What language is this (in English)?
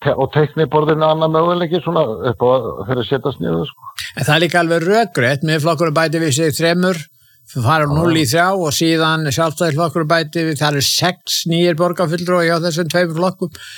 Icelandic